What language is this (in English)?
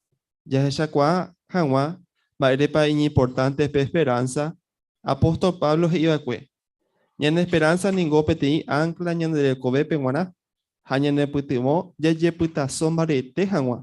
Guarani